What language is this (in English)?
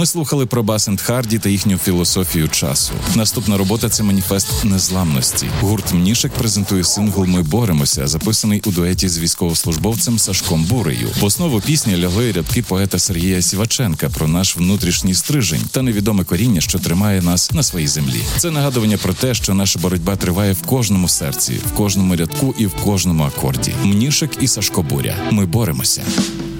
Ukrainian